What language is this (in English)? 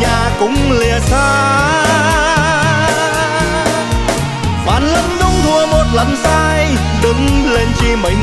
Vietnamese